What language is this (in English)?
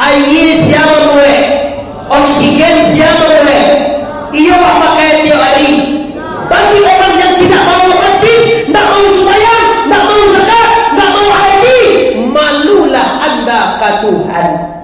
Minangkabau